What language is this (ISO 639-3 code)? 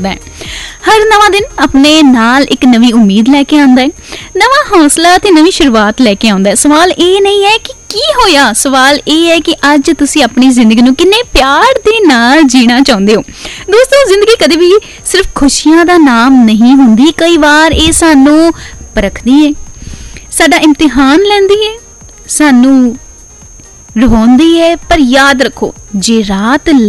pan